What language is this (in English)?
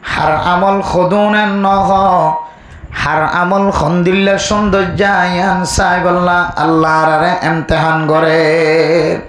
Rohingya